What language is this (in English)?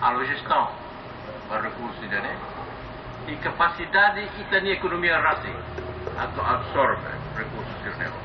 Tetum